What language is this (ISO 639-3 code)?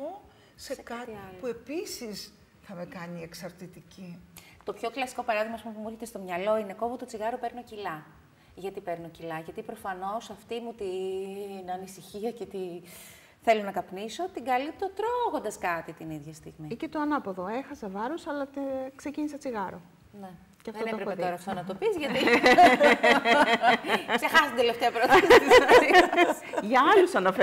ell